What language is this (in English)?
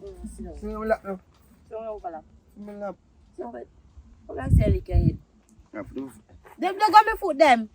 Jamaican Creole English